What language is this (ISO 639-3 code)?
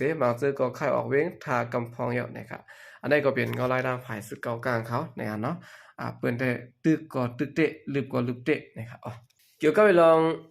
shn